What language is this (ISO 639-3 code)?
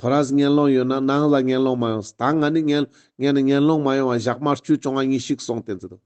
lbj